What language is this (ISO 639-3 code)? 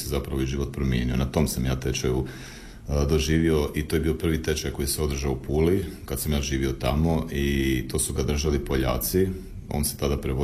hrv